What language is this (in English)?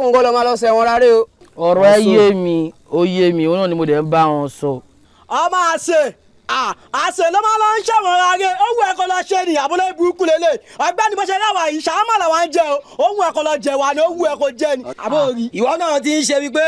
Yoruba